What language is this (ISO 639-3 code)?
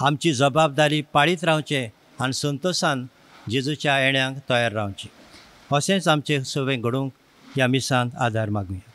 kok